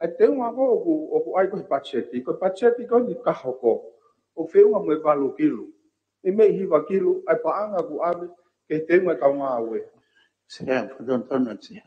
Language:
Tongan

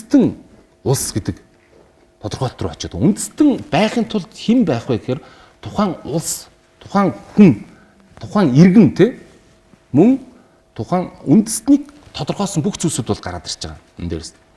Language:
Mongolian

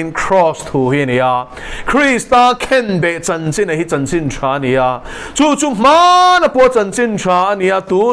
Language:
Mizo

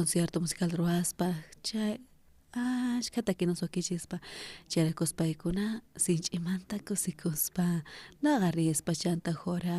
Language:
South Bolivian Quechua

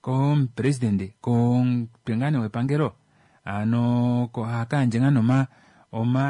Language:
Kuanyama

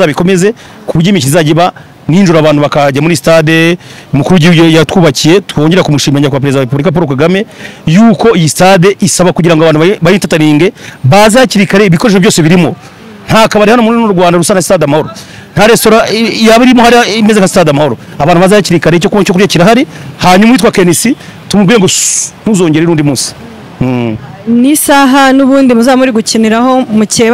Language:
Kinyarwanda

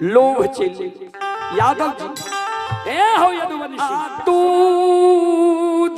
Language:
Maithili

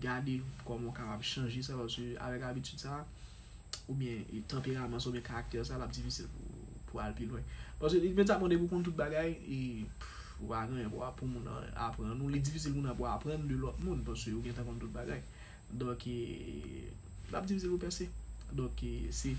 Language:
Haitian Creole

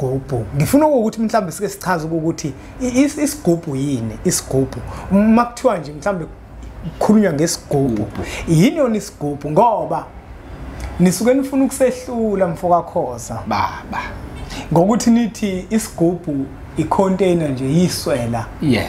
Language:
Zulu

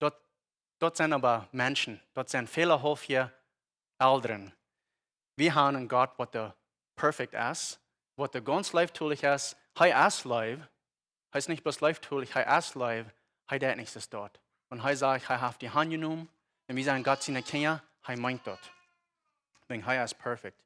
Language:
Plautdietsch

